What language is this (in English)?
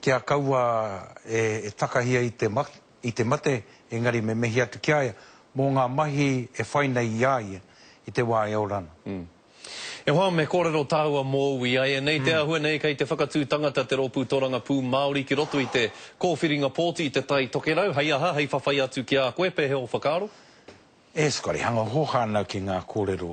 Māori